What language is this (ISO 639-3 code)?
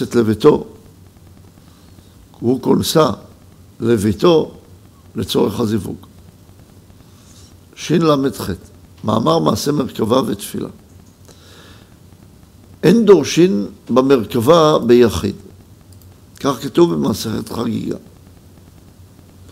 heb